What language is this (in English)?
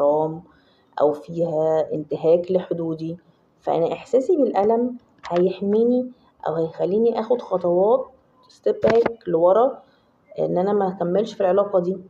Egyptian Arabic